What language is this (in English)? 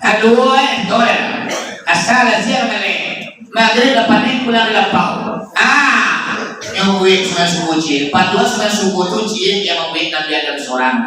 Minangkabau